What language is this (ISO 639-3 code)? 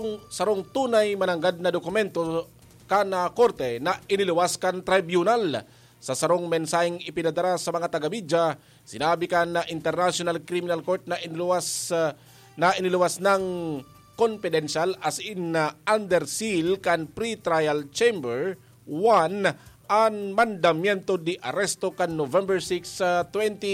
bik